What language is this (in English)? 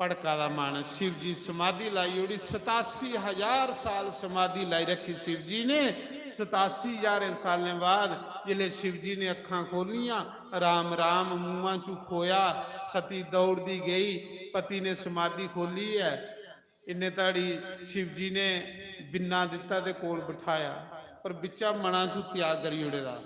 Dogri